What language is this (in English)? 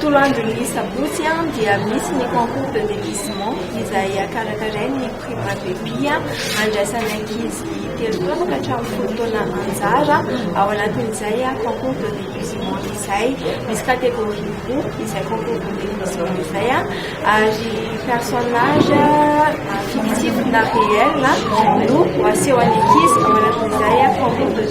Malagasy